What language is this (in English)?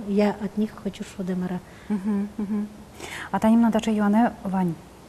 Udmurt